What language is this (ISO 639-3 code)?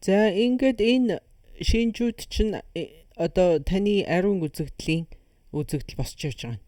mon